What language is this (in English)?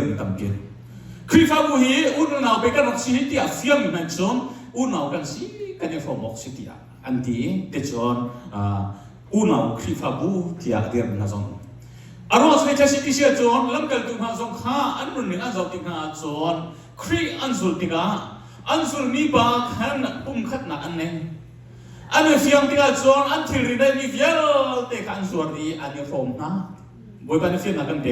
Hakha Chin